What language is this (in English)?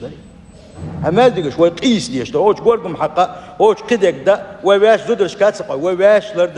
Chechen